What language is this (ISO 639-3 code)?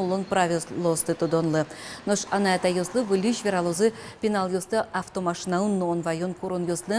udm